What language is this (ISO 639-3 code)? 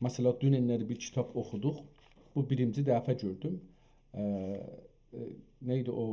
azb